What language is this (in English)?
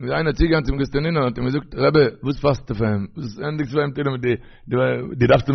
Yiddish